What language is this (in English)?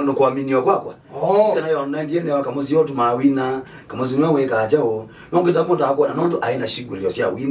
Kamba